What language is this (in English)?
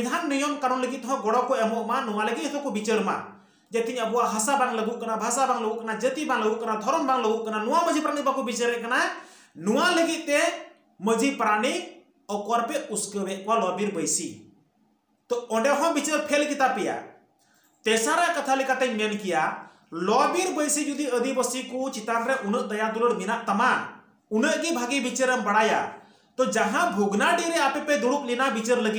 Santali